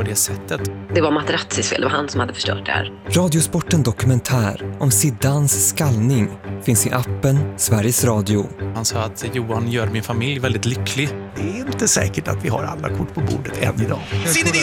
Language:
Swedish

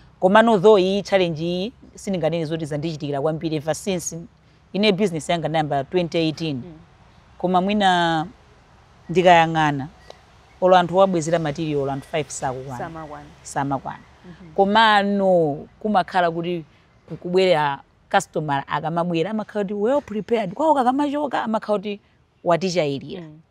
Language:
Nyanja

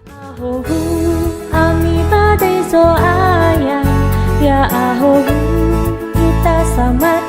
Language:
Nias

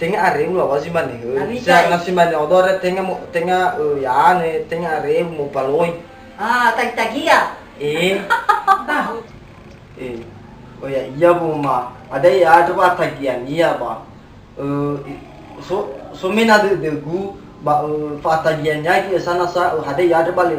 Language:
Nias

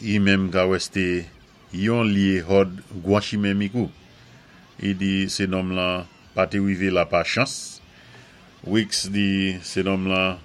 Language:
Saint Lucian Creole French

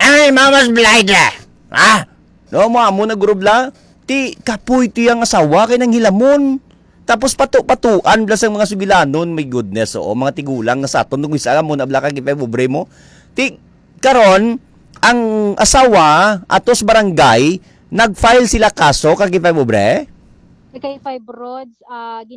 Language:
Hiligaynon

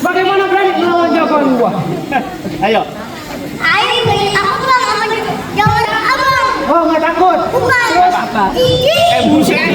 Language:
Betawi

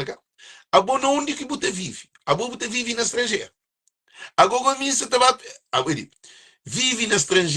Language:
Kabuverdianu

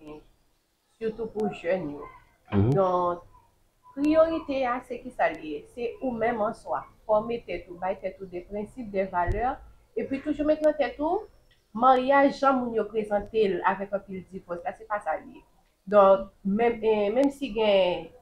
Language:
Haitian Creole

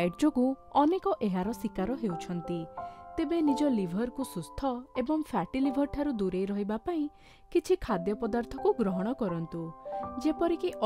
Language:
Odia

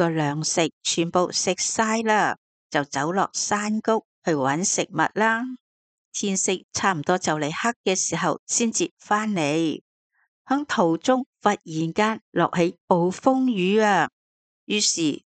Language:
Cantonese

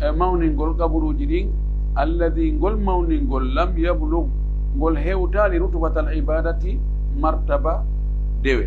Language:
Pular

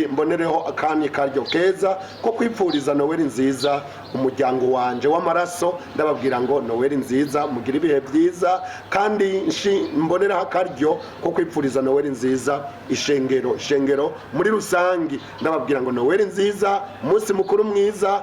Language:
Rundi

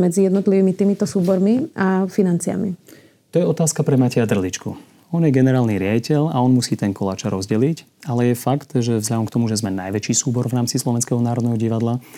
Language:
Slovak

